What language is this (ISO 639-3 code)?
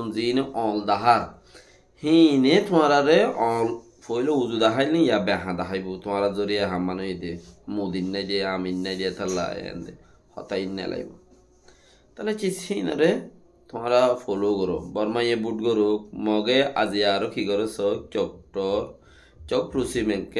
rhg